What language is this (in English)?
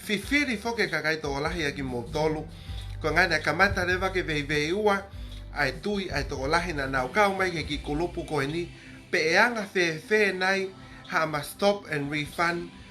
Tongan